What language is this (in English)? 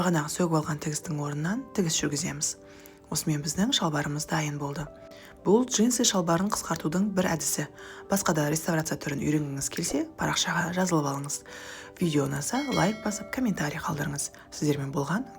Kazakh